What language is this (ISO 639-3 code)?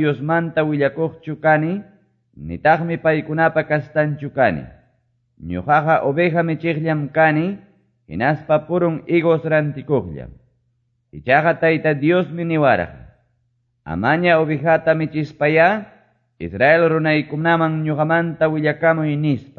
que